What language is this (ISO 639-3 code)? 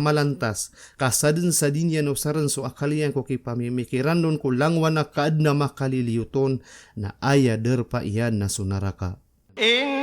mrw